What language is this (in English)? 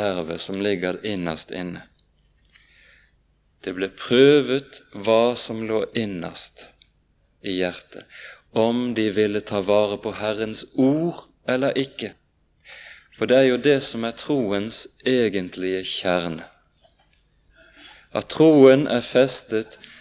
Norwegian